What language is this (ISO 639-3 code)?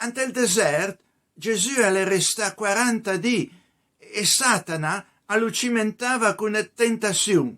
pms